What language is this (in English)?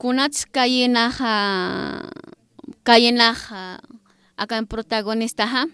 Aymara